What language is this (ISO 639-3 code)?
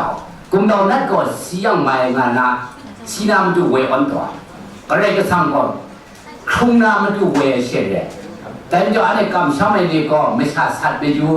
kac